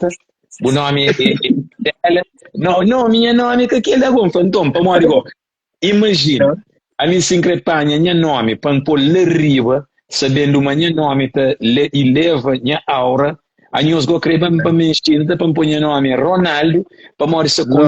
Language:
Kabuverdianu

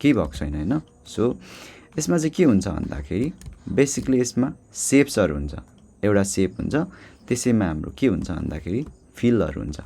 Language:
Nepali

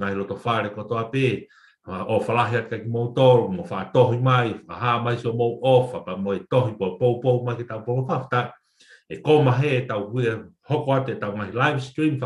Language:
Tongan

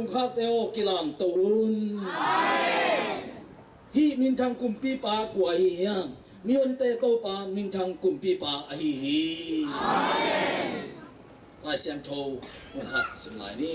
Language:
Tedim Chin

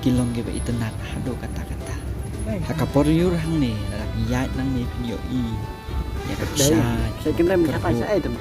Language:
Khasi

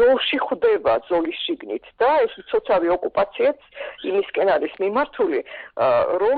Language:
Georgian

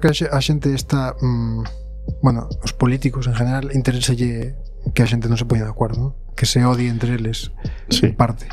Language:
Galician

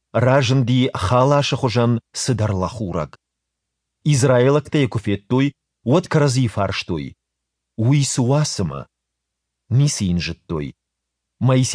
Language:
Ossetic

